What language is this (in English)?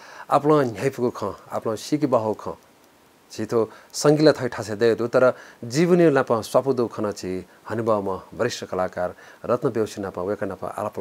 Newari